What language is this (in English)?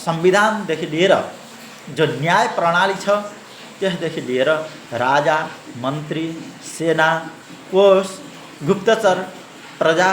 Nepali